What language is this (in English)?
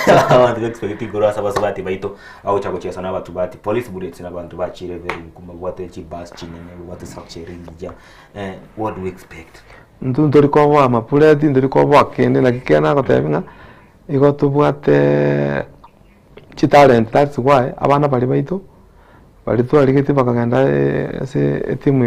Gusii